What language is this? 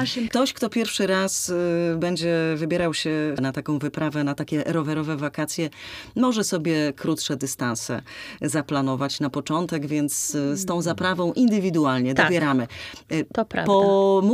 Polish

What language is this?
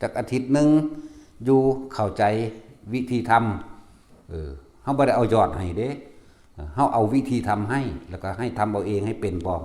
Northeastern Thai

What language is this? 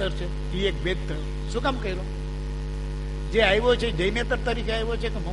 Gujarati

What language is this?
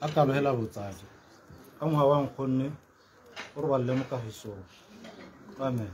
Tswana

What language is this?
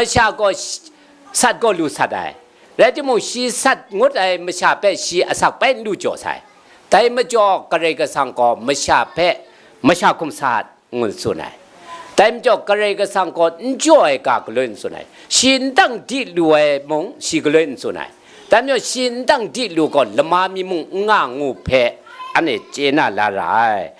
Kachin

